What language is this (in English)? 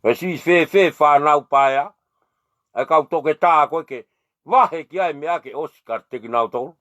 Tongan